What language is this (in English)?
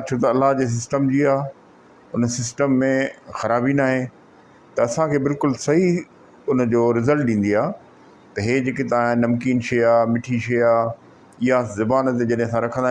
Sindhi